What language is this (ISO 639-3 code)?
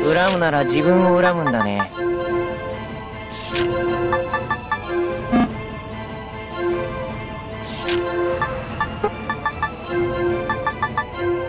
jpn